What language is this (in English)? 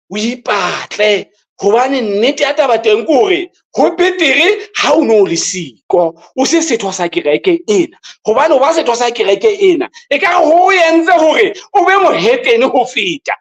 Southern Sotho